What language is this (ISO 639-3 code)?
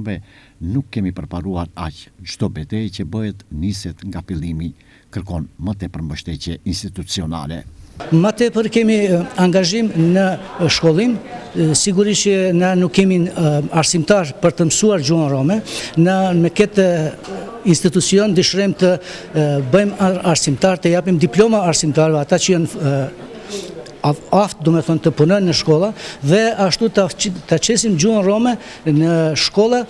sqi